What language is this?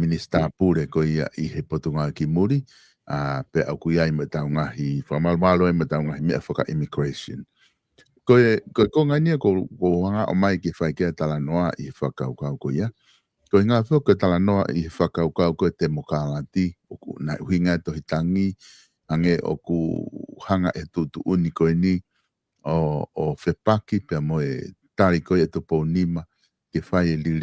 Tongan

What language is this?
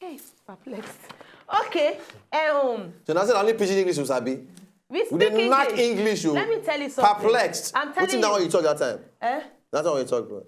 Nigerian Pidgin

